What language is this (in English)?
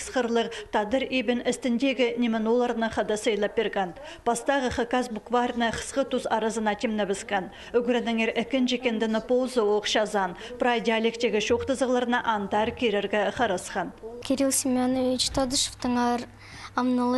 Khakas